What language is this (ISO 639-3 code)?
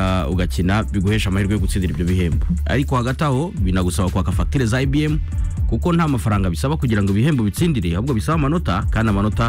kin